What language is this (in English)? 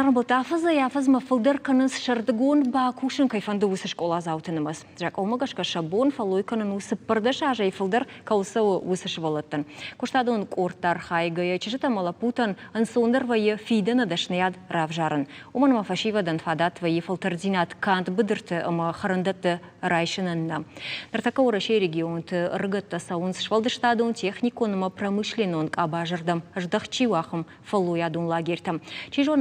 Ossetic